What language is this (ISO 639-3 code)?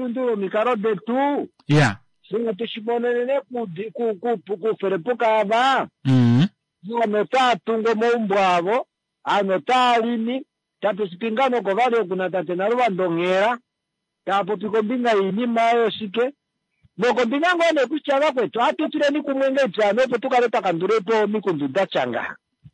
kua